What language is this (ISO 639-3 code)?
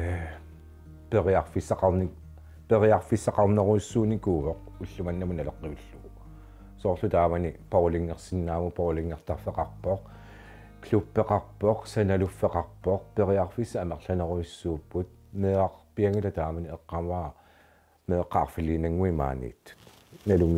kal